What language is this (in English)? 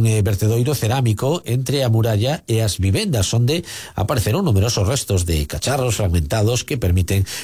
Galician